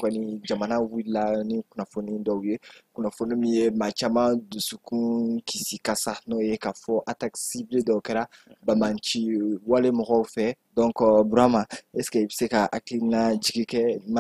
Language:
Bambara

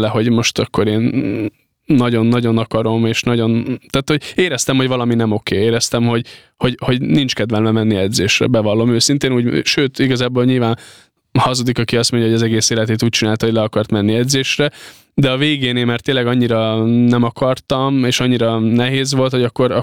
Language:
Hungarian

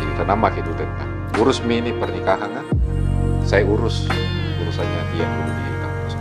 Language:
Makassar Malay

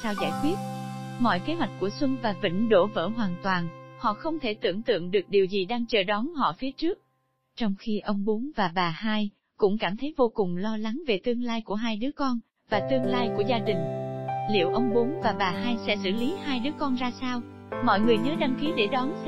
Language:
Vietnamese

